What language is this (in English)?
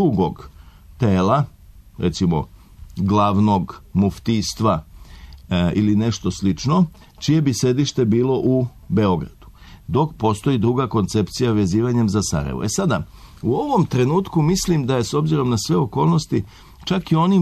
Serbian